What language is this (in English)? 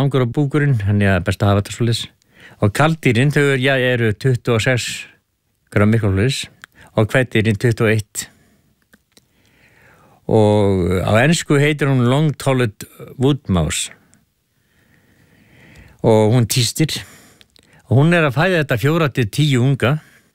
Icelandic